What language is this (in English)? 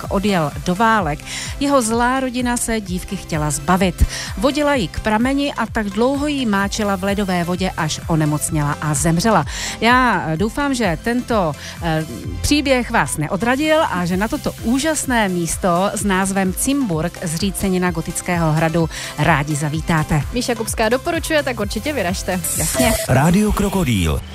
Czech